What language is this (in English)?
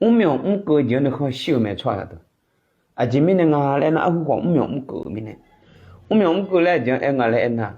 Akha